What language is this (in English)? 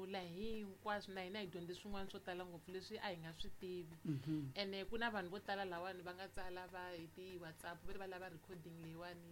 Tsonga